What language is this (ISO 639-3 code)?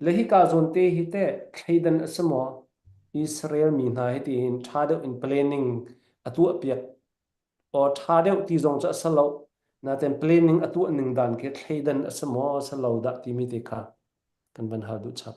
cfm